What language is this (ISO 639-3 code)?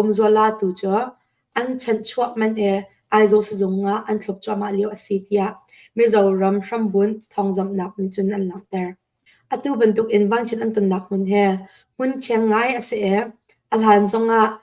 cnh